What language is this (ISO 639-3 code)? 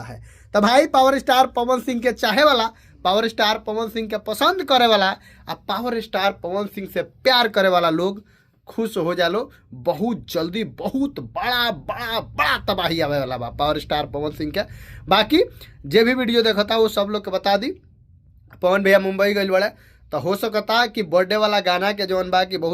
bho